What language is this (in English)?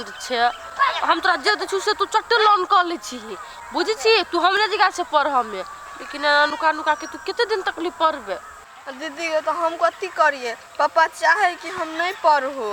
Maithili